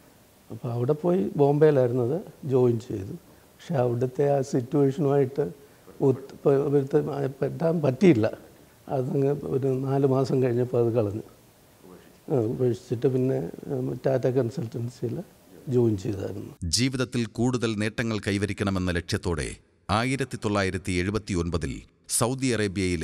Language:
Malayalam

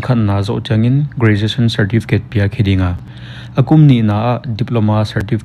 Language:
Paite Chin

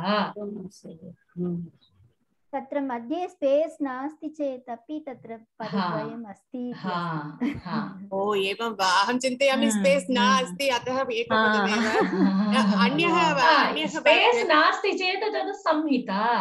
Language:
Sanskrit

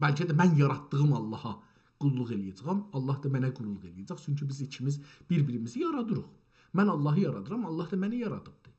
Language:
South Azerbaijani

